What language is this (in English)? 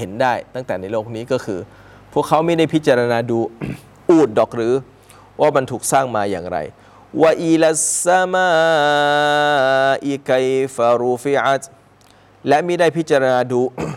Thai